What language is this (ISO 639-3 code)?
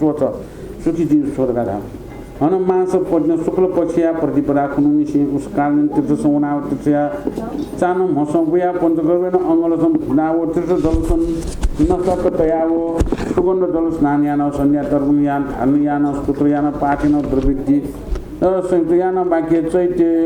new